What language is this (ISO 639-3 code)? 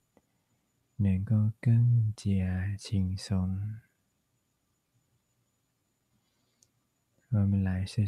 zho